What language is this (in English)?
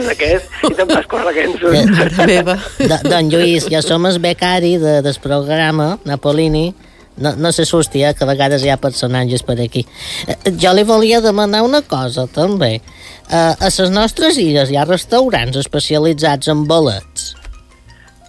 Catalan